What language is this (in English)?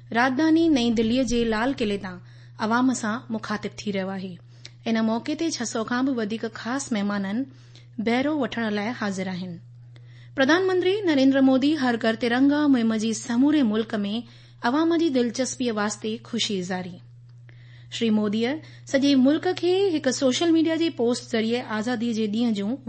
Sindhi